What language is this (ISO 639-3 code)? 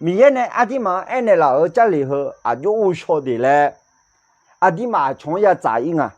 ahk